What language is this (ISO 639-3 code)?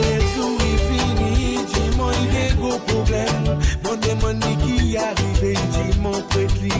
mfe